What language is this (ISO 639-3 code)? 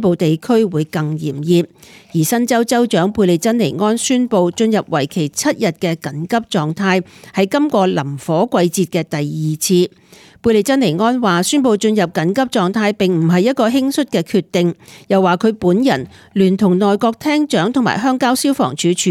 yue